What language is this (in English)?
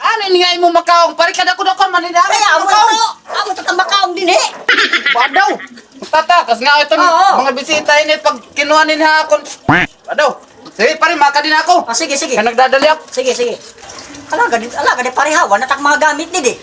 Waray